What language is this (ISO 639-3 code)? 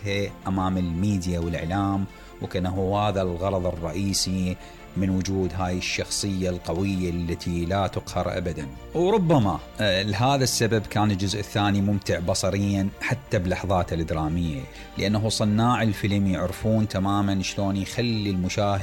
acm